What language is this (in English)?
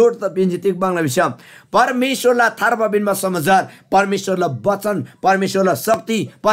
Eastern Tamang